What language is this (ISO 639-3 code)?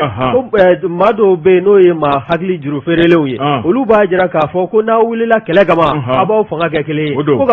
bam